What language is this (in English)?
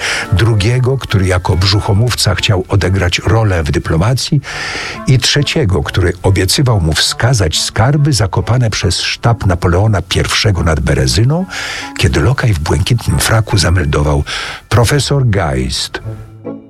Polish